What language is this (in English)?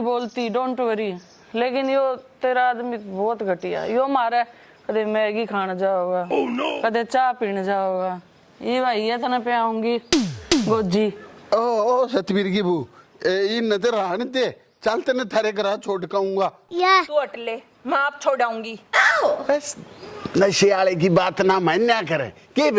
Haryanvi